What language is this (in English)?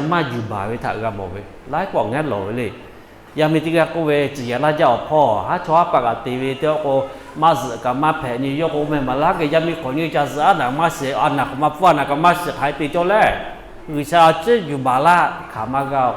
Lahu